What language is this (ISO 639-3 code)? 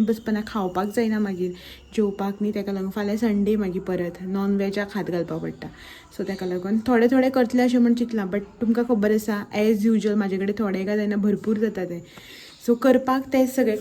kok